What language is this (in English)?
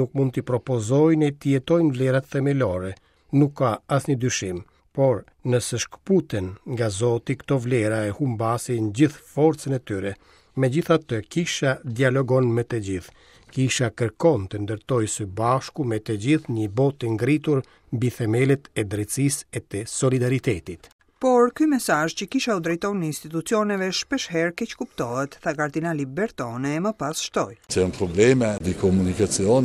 Albanian